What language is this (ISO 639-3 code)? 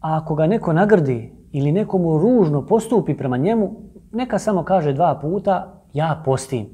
bos